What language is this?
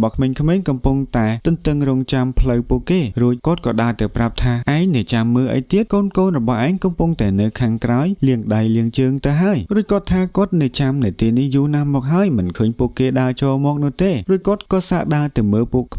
Khmer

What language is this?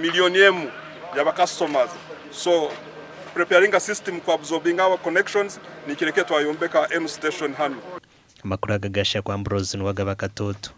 Nyankole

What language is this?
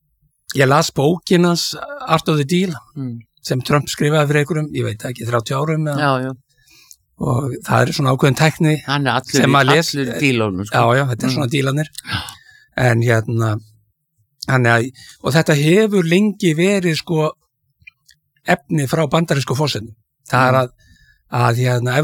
Icelandic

